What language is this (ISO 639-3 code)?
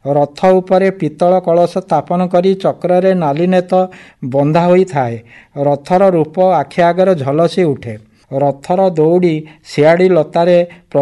ori